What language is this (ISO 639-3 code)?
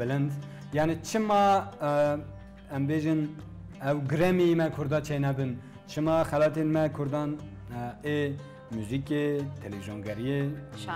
kur